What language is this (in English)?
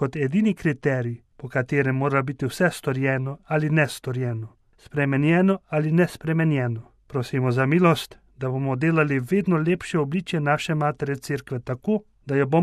Slovenian